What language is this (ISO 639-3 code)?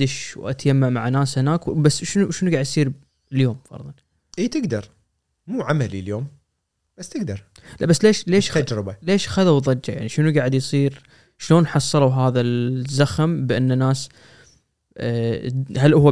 afb